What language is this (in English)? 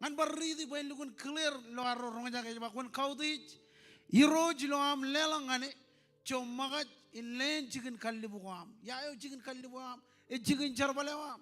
Marshallese